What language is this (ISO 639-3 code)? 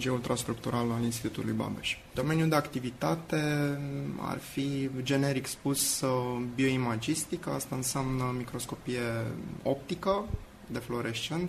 ron